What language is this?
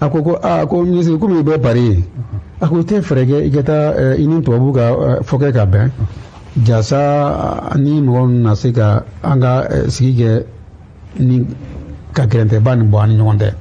Bambara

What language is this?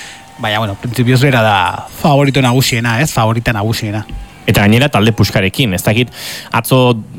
Basque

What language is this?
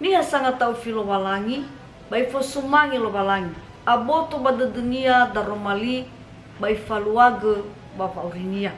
Nias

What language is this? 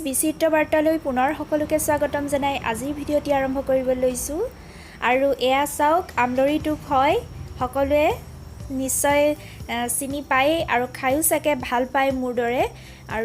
Assamese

